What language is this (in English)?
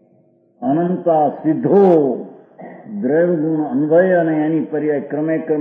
Gujarati